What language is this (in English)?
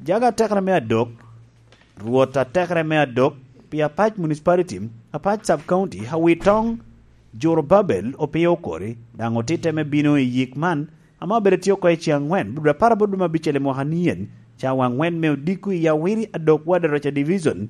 Lango (Uganda)